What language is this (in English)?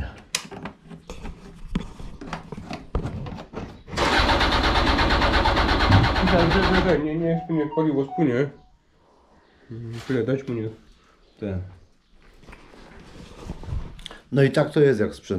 Polish